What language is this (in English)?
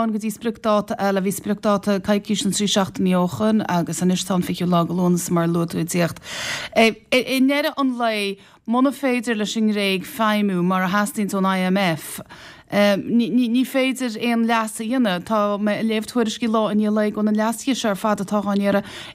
Irish